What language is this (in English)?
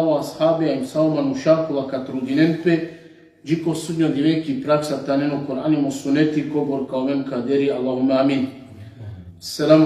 Balkan Romani